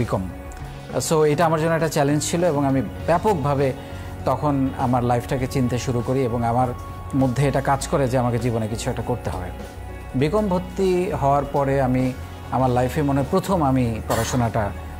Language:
Bangla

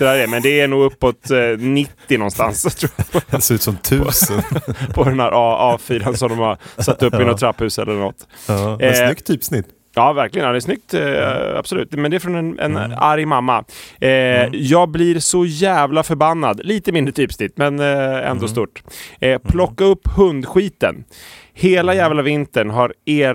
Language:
Swedish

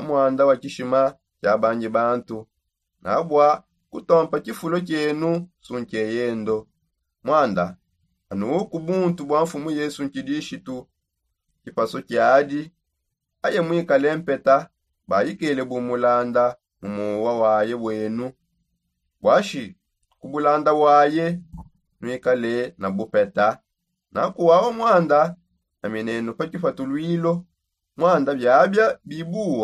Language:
Songe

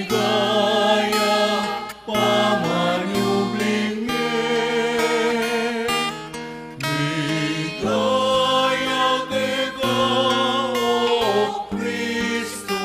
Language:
Pampanga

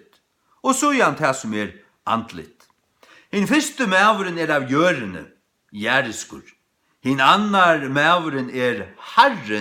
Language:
Faroese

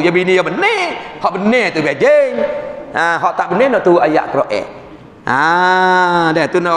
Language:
Malay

